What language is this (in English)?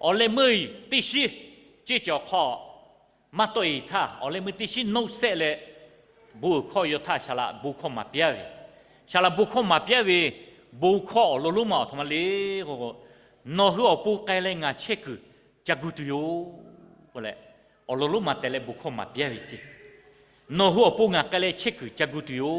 Lahu